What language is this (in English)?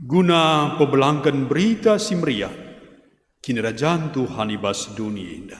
Batak Karo